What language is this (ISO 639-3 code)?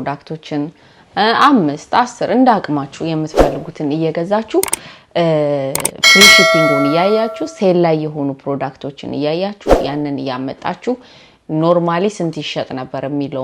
amh